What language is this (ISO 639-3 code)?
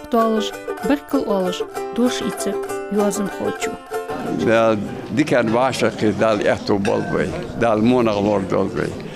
inh